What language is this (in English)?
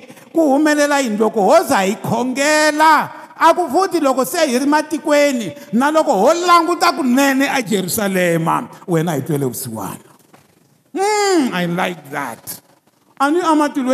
Tsonga